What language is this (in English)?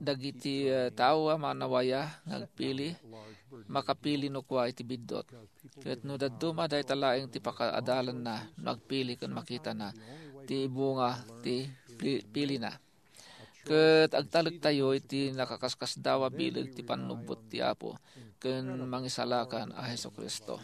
Iloko